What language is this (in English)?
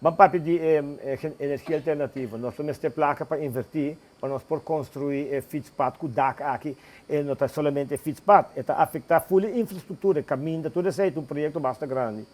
Papiamento